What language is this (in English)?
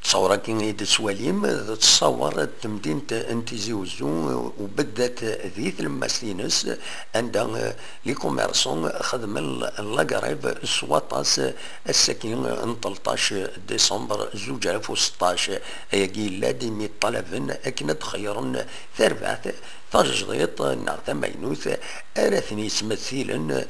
Kabyle